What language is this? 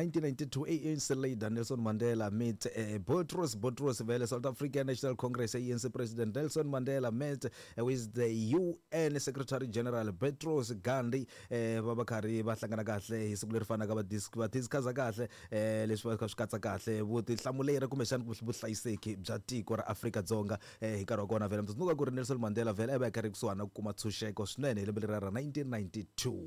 Tsonga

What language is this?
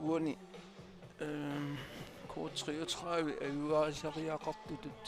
Kalaallisut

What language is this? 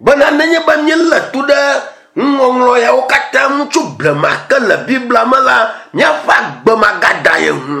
Ewe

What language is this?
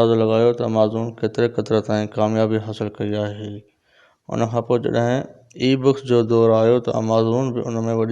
Sindhi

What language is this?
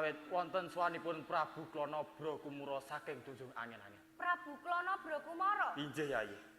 Javanese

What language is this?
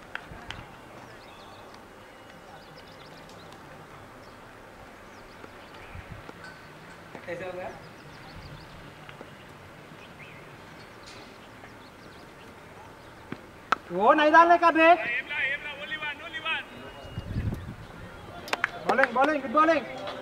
Telugu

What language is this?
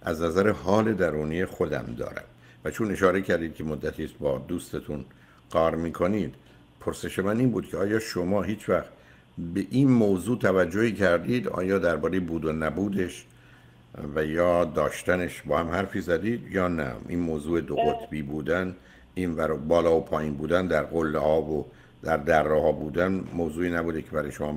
Persian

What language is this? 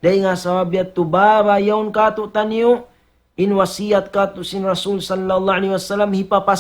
Tausug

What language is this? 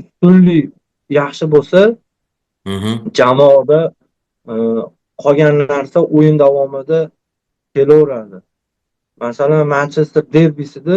Uzbek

